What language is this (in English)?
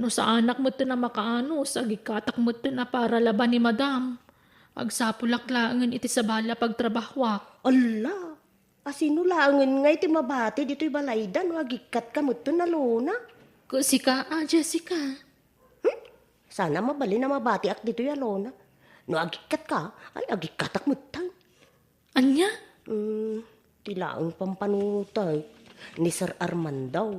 Iloko